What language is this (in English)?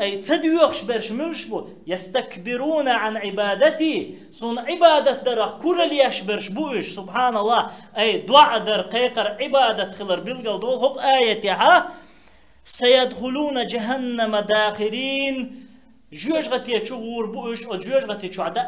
Chechen